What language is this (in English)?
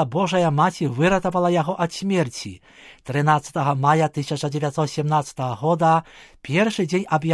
Belarusian